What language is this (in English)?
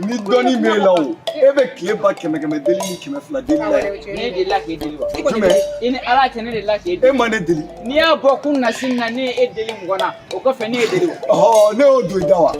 Bambara